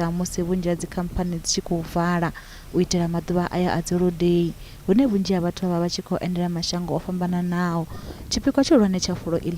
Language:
Venda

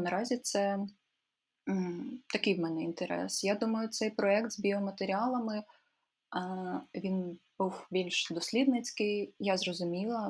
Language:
Ukrainian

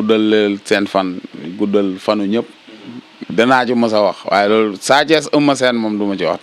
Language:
Wolof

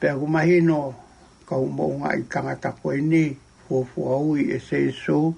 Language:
Tongan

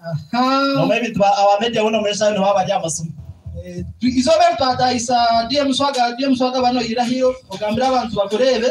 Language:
Nyankole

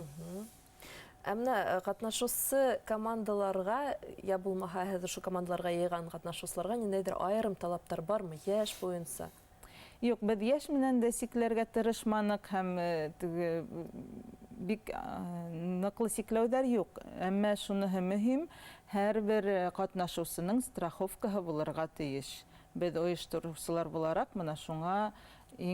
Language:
Bashkir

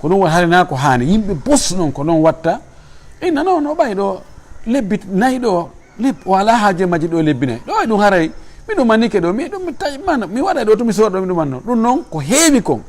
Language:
Fula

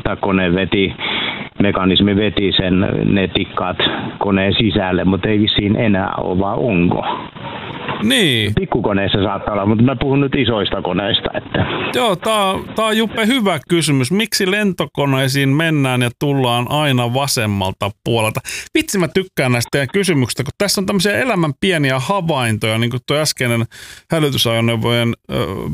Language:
Finnish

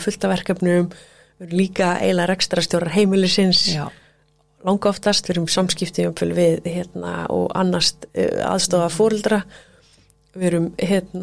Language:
Icelandic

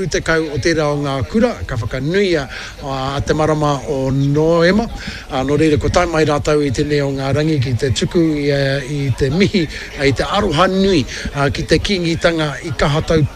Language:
Māori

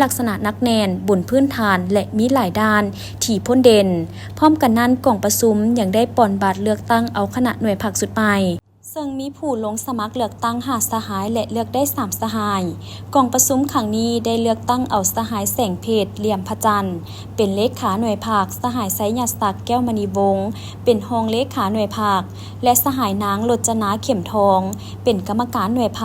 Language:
Lao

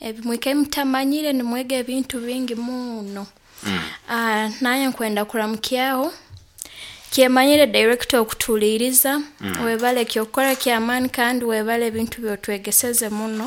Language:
Nyoro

